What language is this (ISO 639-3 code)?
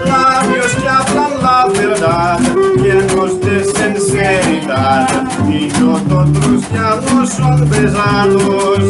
lad